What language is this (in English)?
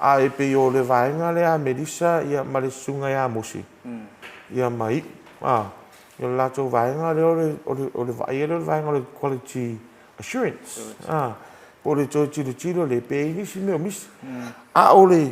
Samoan